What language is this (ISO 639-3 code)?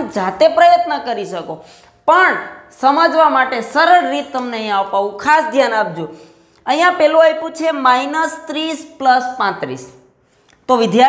guj